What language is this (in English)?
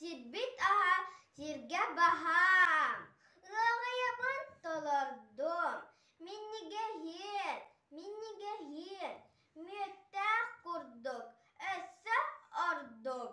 Yakut